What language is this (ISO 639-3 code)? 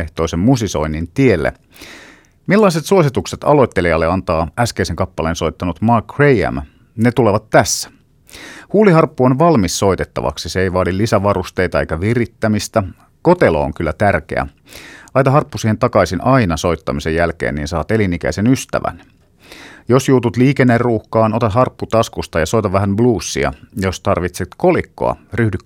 fin